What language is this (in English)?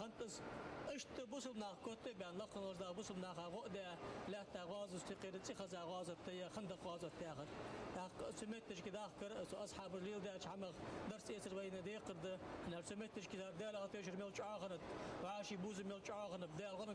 Ingush